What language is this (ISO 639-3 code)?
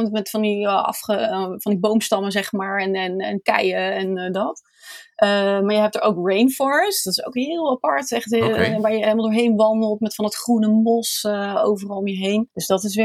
nld